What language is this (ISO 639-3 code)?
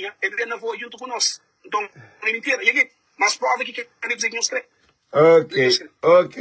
kea